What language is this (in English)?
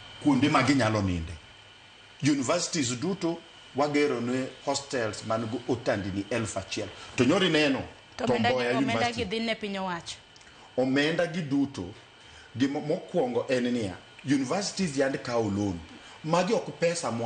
Luo (Kenya and Tanzania)